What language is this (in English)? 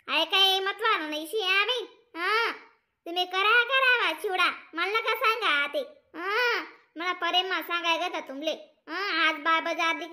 Khandesi